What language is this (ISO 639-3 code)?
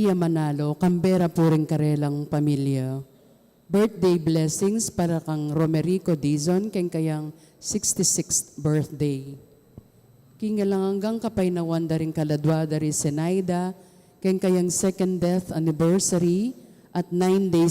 pam